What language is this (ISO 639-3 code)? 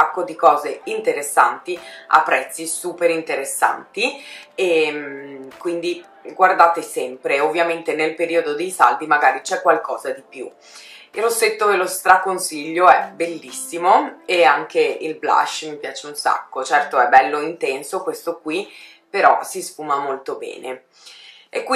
ita